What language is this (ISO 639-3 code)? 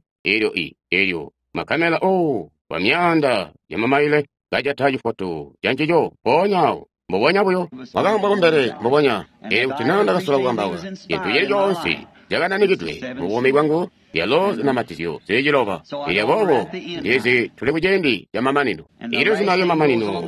toi